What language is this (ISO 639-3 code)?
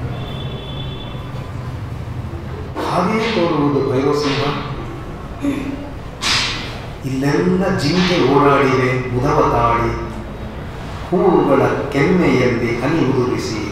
kan